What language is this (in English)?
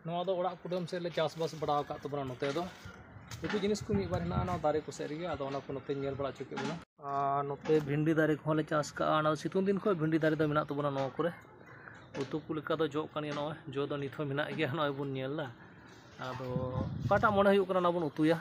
Santali